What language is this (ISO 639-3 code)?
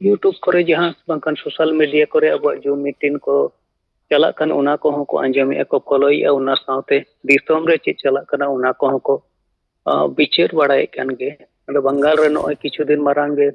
sat